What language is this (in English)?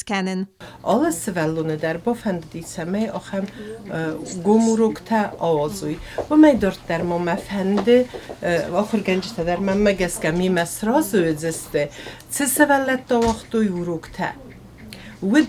Ossetic